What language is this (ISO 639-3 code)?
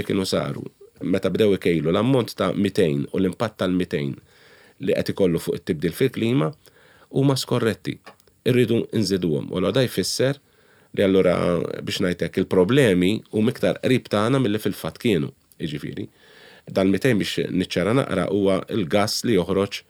mlt